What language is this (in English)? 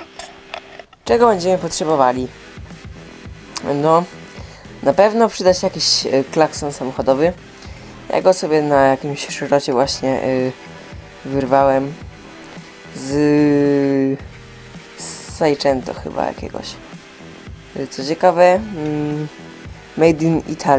Polish